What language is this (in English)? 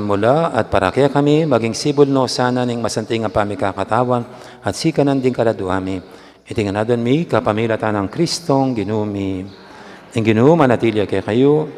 Pampanga